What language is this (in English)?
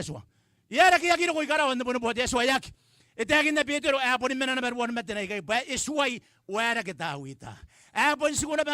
Gilbertese